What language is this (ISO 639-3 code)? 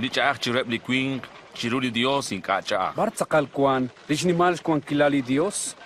kek